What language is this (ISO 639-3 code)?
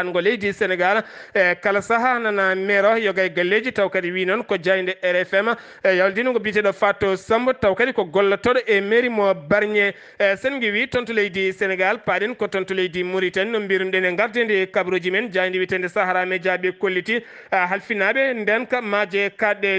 ful